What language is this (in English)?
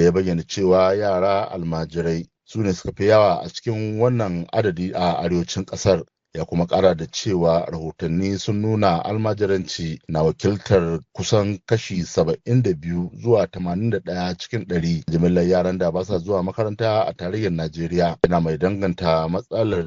Hausa